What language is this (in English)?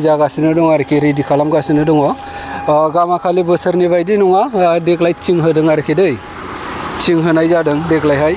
Bodo